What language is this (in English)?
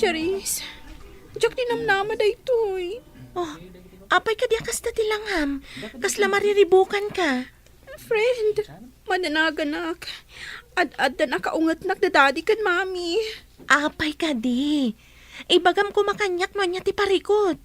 Iloko